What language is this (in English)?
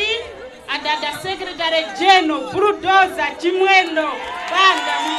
Nyanja